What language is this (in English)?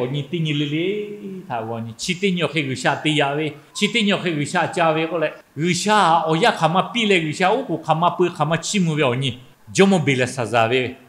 Lahu